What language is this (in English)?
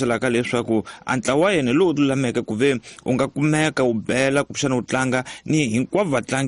Tsonga